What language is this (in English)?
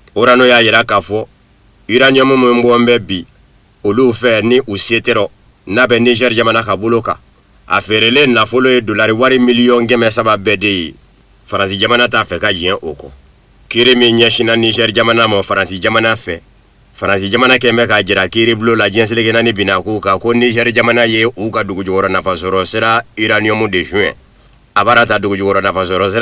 Bambara